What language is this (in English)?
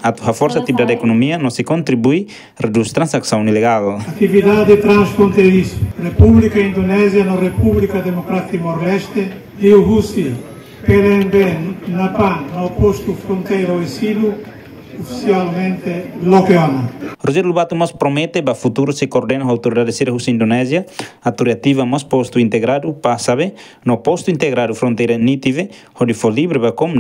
Tetum